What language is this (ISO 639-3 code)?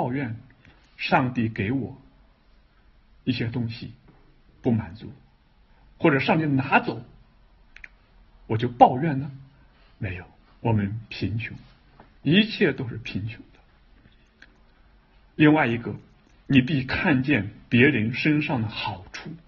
zho